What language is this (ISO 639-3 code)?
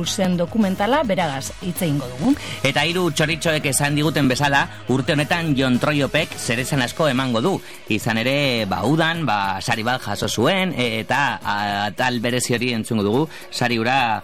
eus